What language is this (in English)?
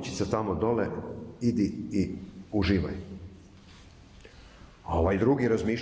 Serbian